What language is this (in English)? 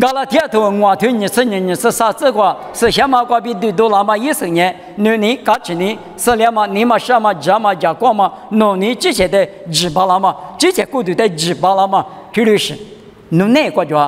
Lisu